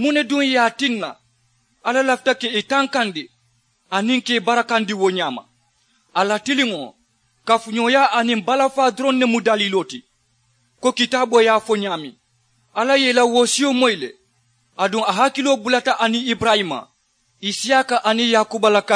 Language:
Mandingo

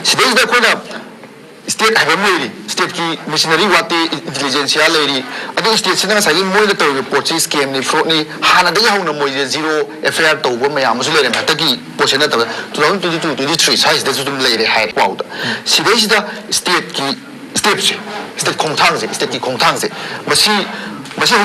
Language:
Manipuri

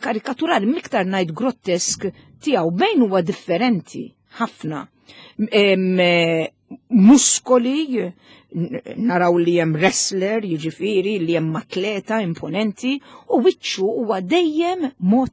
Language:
Maltese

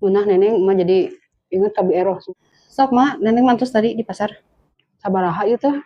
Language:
Sundanese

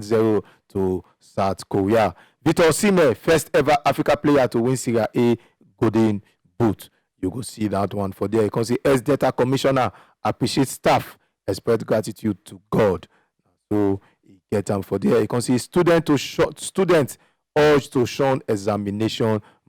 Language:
Nigerian Pidgin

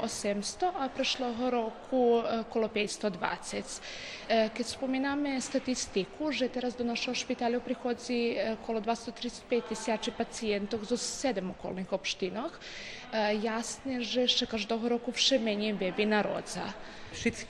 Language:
Rusyn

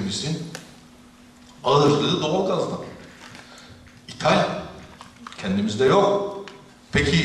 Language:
Turkish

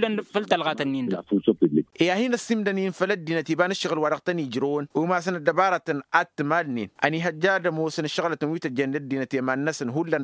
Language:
Tamasheq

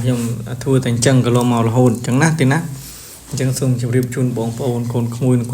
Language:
Khmer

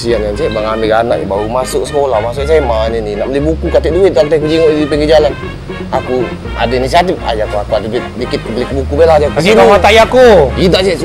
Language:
Musi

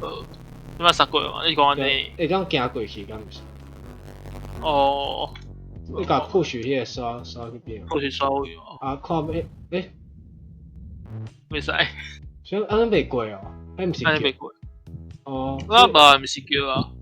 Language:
Min Nan Chinese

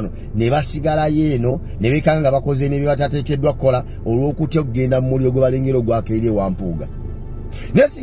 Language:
Ganda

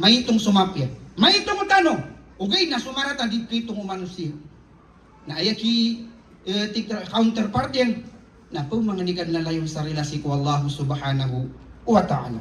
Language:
Maranao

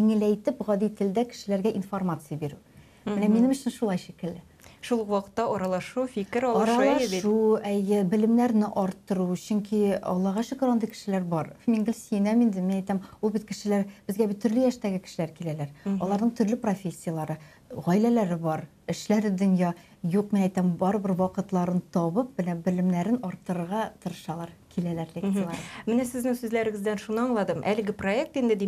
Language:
Tatar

